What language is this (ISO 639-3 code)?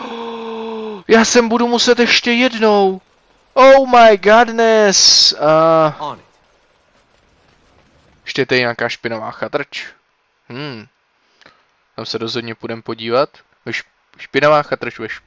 ces